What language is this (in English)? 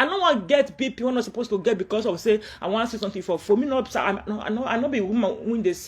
Nigerian Pidgin